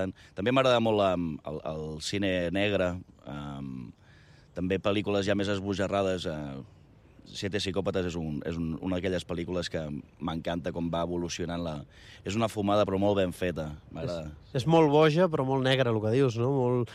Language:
Catalan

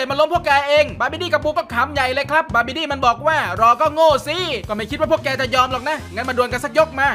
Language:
Thai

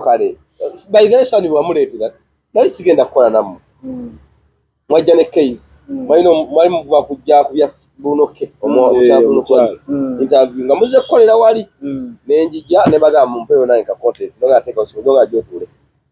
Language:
Ganda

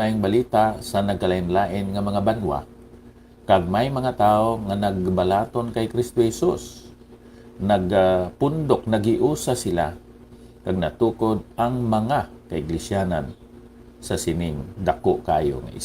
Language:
Hiligaynon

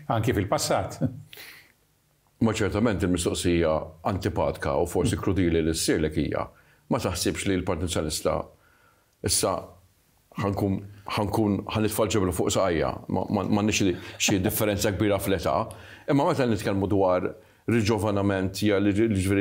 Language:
Maltese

